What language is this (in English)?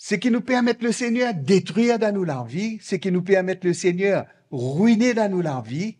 Morisyen